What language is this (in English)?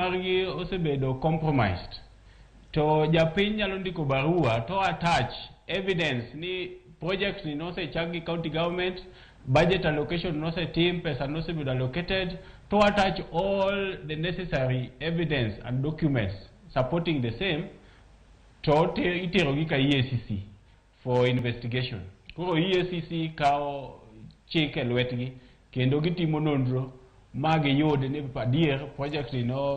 Luo (Kenya and Tanzania)